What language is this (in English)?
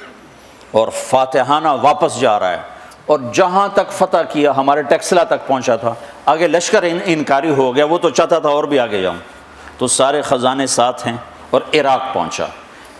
Urdu